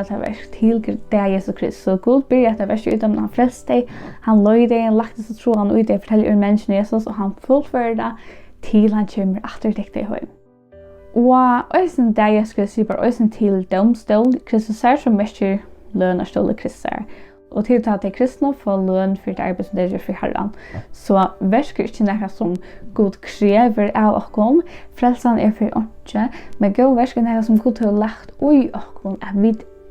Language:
Faroese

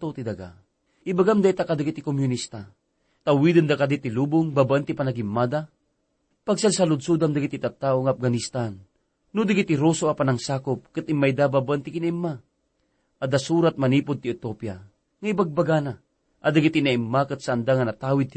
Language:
Iloko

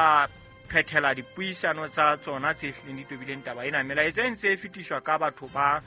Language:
Southern Sotho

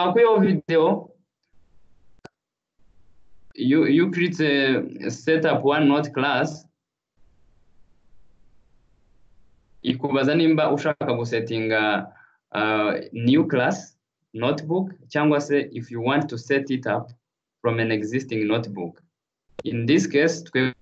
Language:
Kinyarwanda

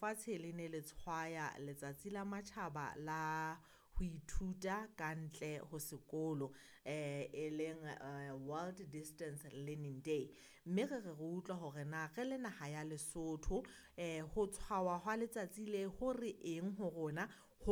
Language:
Southern Sotho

